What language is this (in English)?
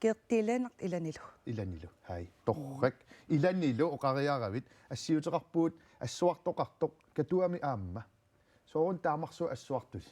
Kalaallisut